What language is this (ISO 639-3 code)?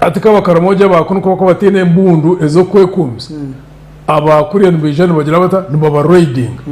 nyn